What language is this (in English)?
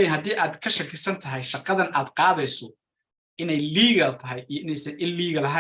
Somali